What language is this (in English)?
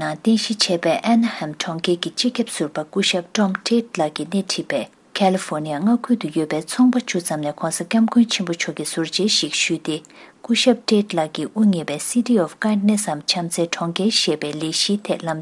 Tibetan